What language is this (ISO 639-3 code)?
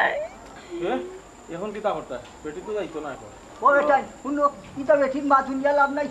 syl